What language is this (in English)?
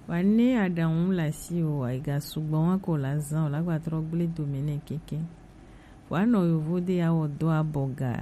Gen